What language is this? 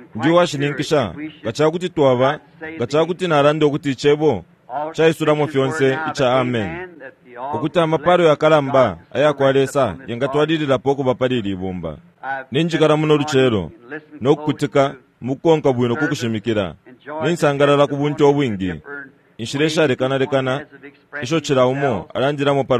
Bemba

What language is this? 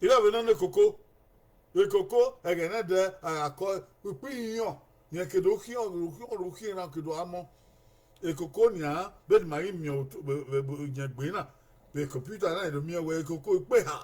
Bini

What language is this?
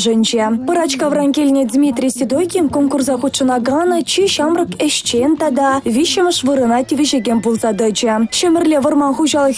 Chuvash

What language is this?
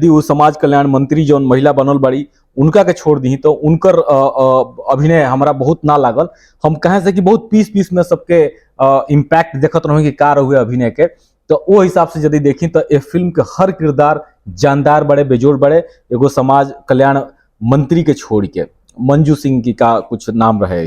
Bhojpuri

